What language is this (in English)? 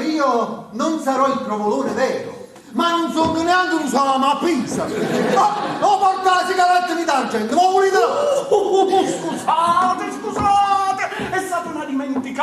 Neapolitan